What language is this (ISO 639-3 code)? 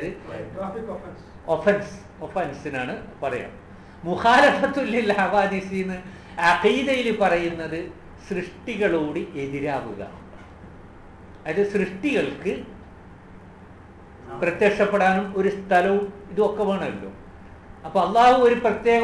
mal